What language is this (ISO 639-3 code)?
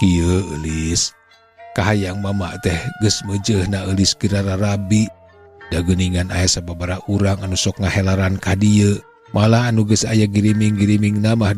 sun